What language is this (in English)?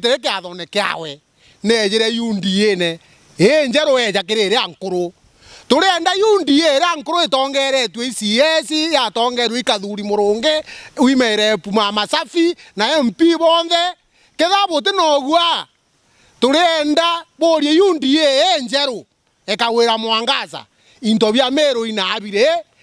Meru